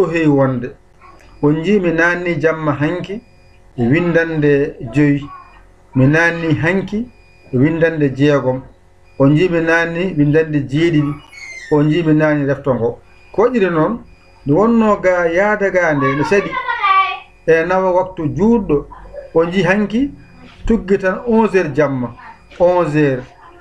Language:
Fula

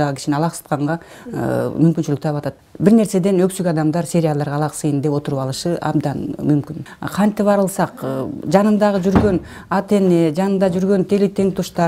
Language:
Kyrgyz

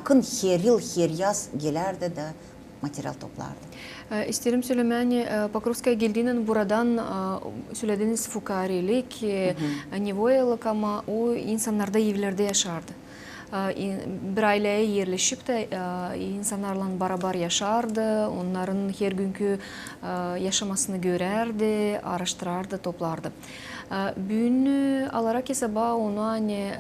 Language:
Gagauz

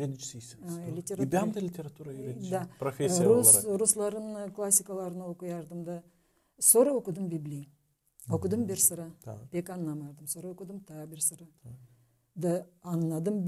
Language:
Gagauz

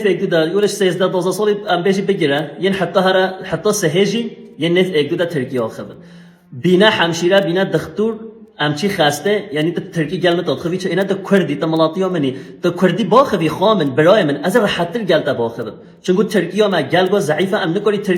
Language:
Kurdish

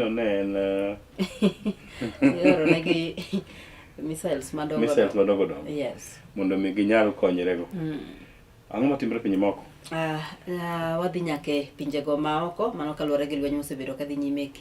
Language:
Luo (Kenya and Tanzania)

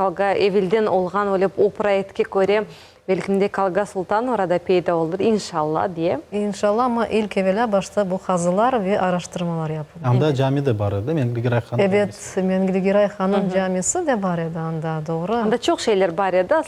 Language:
Crimean Tatar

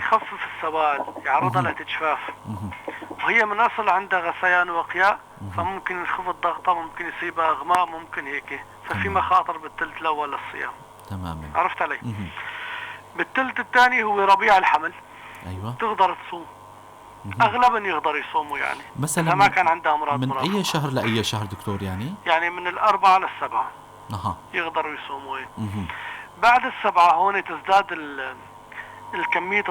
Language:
North Levantine Arabic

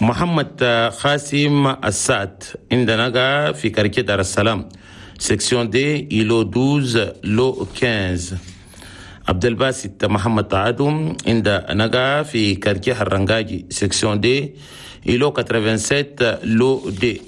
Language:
Chadian Arabic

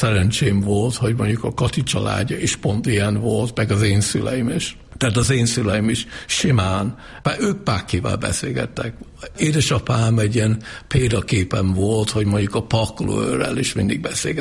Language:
Hungarian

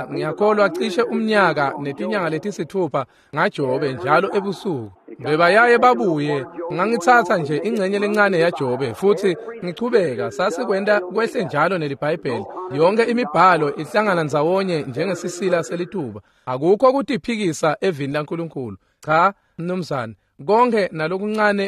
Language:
Swati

